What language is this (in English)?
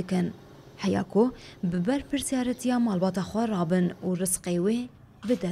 Kurdish